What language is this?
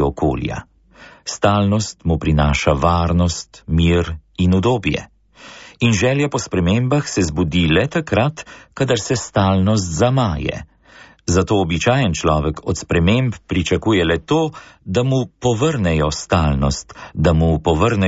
Slovenian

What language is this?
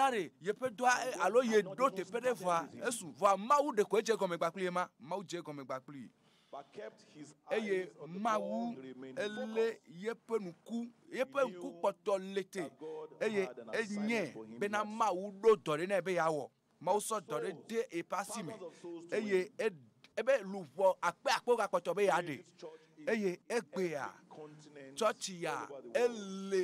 Ewe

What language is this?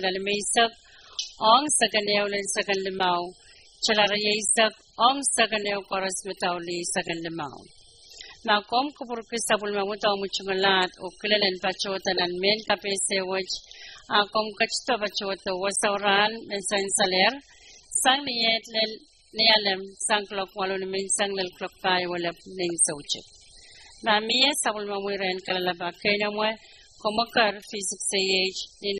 Pohnpeian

